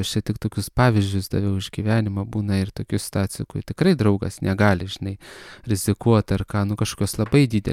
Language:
Lithuanian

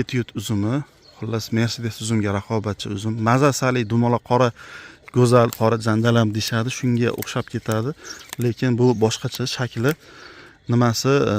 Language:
Uzbek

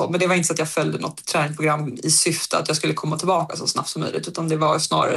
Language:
Swedish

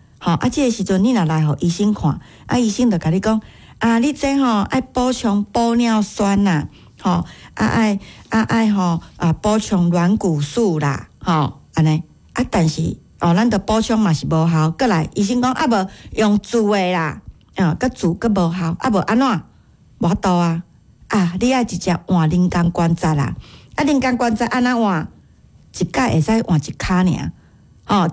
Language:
Min Nan Chinese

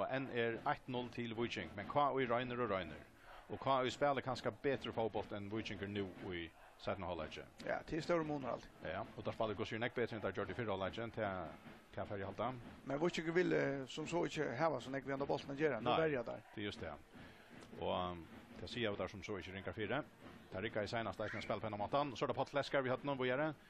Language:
Faroese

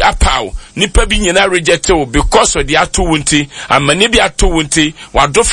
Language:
Akan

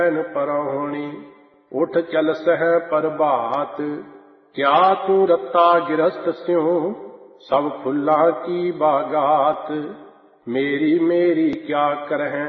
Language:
Punjabi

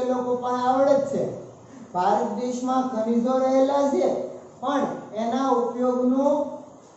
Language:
Gujarati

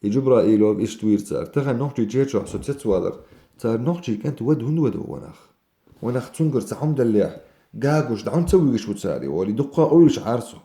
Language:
Chechen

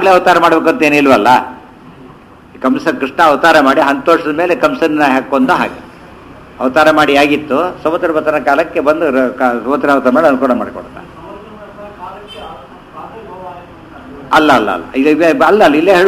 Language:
Kannada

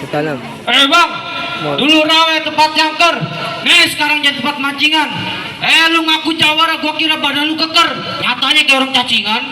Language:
Betawi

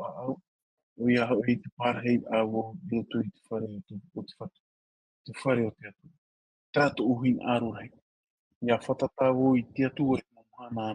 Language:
Tahitian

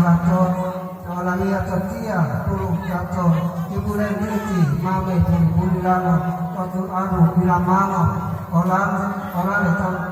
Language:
Gorontalo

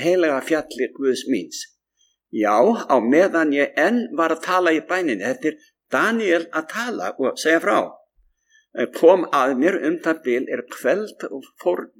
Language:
Icelandic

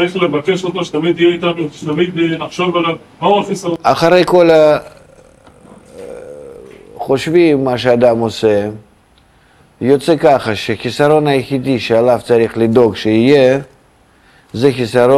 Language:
Hebrew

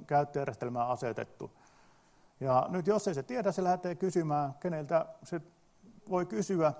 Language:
Finnish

